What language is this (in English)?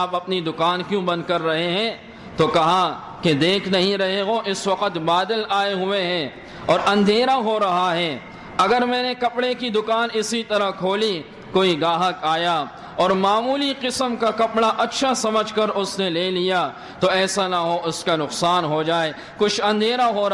Urdu